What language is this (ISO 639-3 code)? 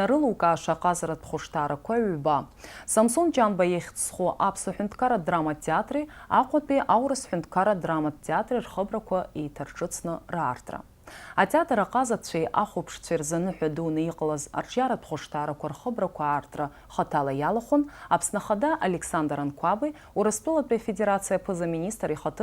abk